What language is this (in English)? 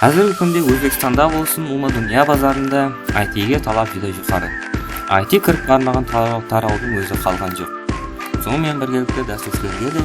Kara-Kalpak